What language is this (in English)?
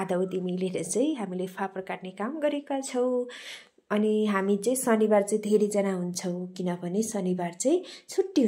Nepali